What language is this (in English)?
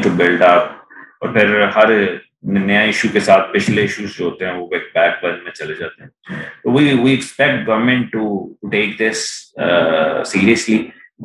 Urdu